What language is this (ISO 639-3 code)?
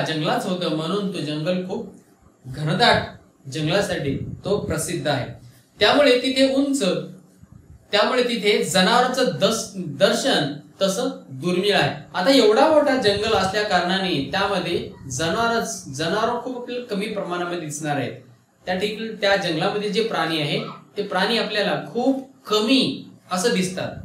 mar